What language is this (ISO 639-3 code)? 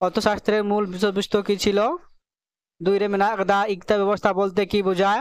sat